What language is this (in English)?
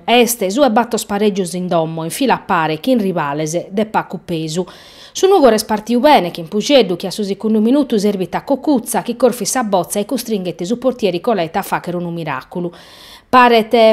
Sardinian